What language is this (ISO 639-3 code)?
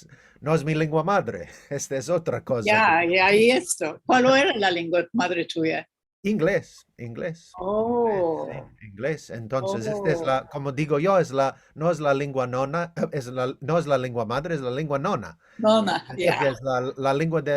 lad